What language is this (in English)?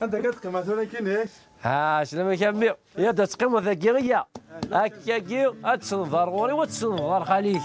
Kabyle